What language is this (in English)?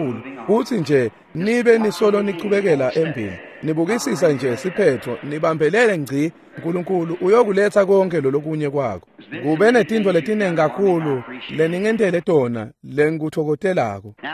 Swati